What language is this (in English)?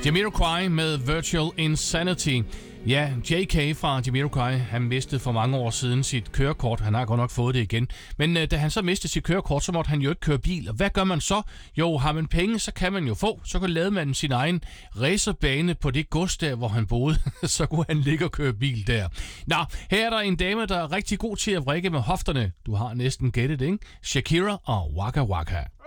Danish